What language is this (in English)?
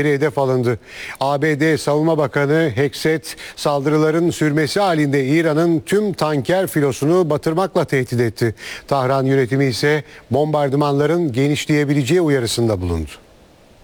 Turkish